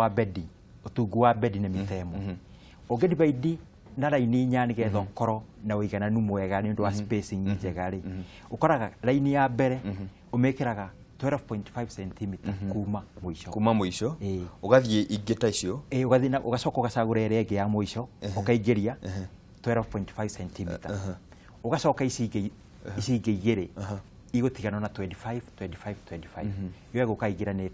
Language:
Kikuyu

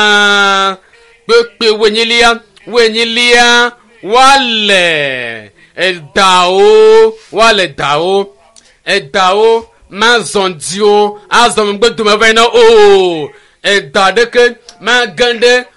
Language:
Ewe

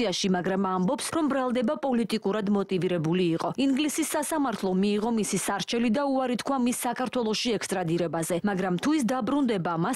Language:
Georgian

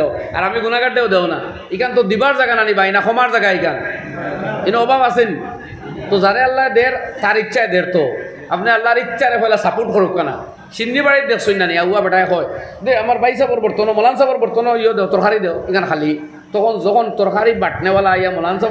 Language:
Sylheti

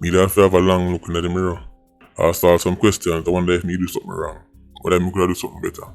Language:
Jamaican Creole English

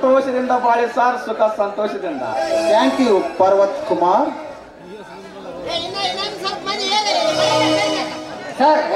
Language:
Kannada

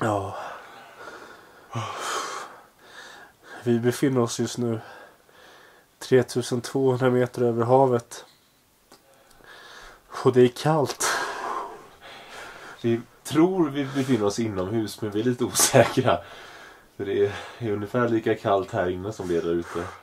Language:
Swedish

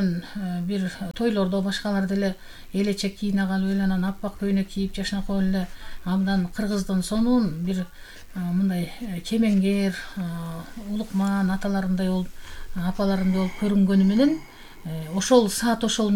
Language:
Kyrgyz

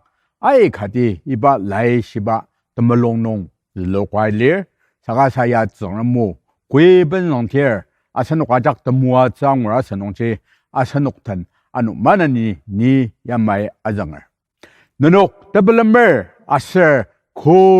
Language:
Ao Naga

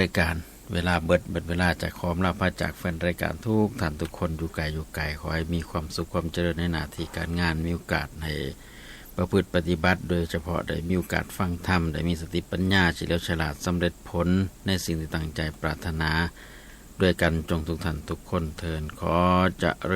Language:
Northeastern Thai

